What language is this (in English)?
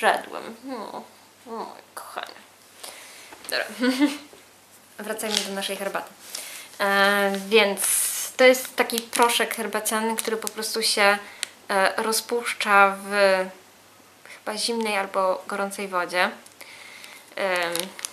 Polish